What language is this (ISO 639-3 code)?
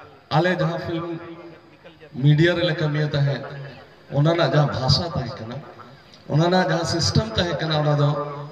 sat